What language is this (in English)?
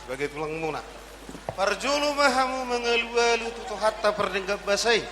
Batak Toba